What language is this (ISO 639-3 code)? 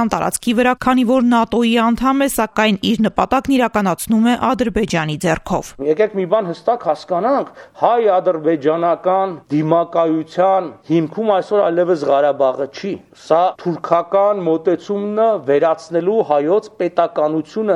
hye